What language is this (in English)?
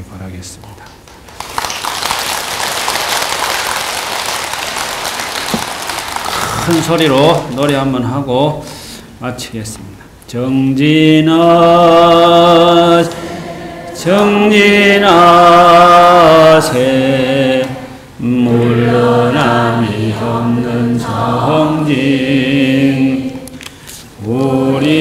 Korean